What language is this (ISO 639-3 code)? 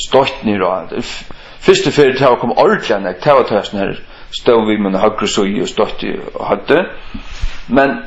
fao